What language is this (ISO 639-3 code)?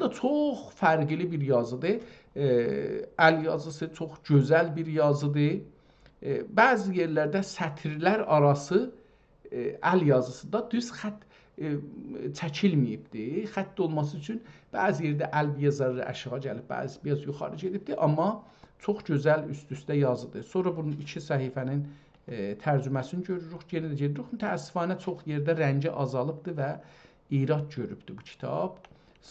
azb